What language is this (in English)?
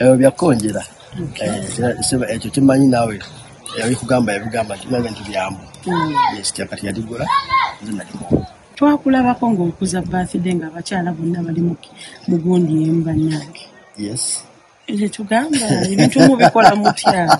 Ganda